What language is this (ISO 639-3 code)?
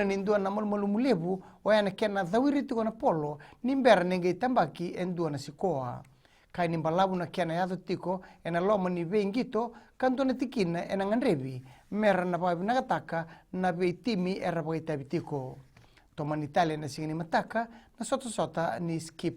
fij